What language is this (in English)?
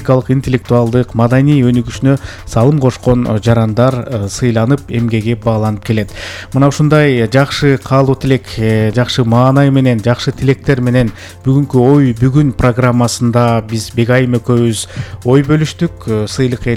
Kyrgyz